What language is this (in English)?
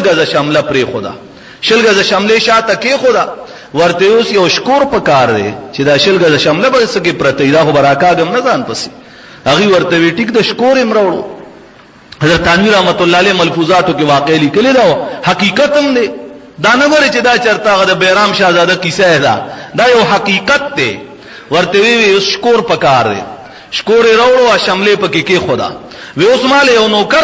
Pashto